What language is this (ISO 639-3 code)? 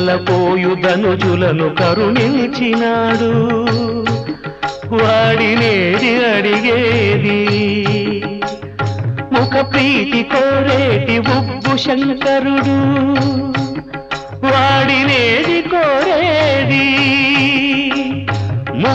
tel